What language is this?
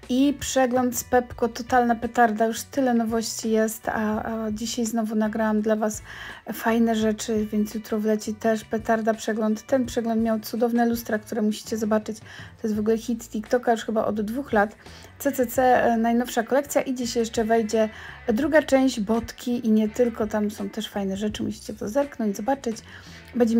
Polish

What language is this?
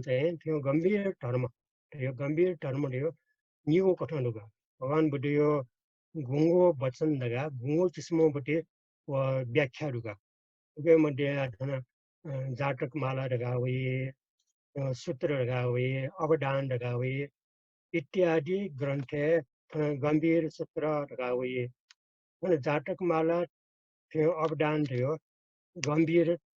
Newari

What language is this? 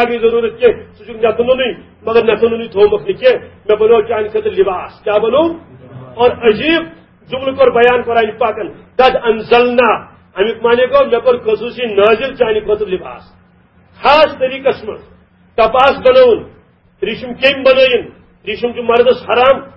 Kashmiri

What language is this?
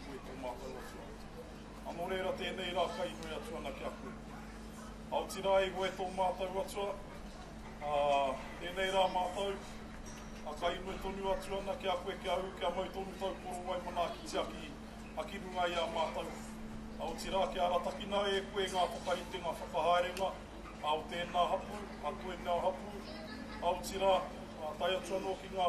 Māori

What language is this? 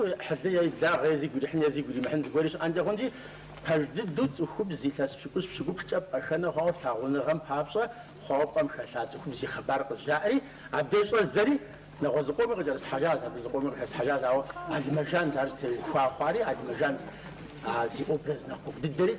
Kabardian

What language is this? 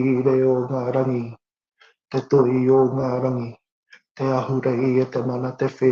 Māori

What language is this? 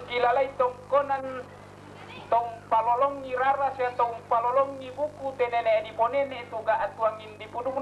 Toraja-Sa'dan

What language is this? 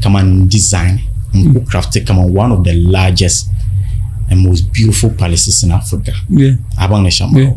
Dagbani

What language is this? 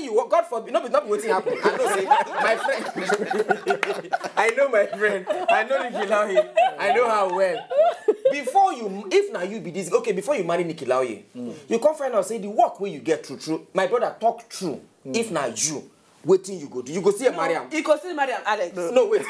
Nigerian Pidgin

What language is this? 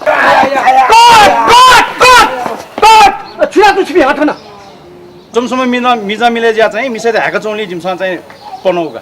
Newari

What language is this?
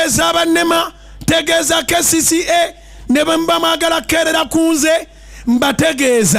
Ganda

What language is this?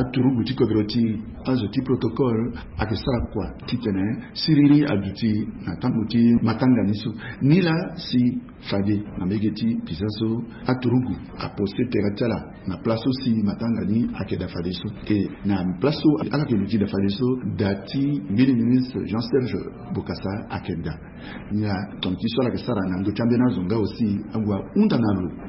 Sango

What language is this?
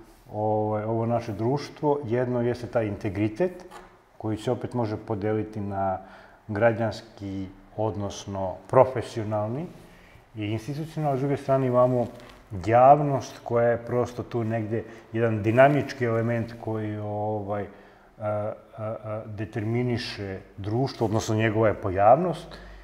Serbian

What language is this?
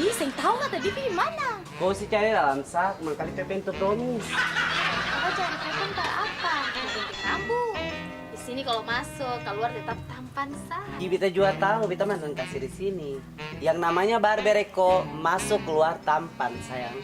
Ambonese Malay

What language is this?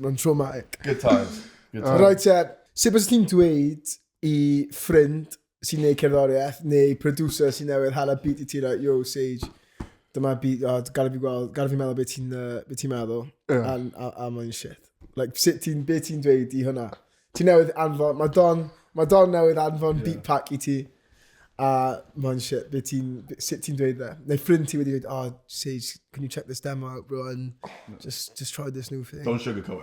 Welsh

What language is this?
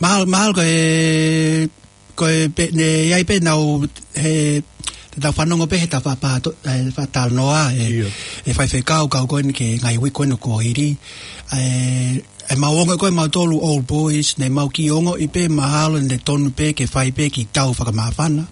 Tongan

